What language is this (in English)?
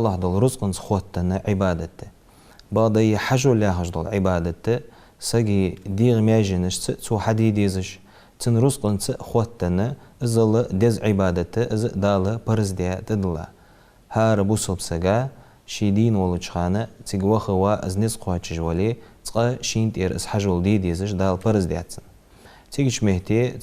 Ingush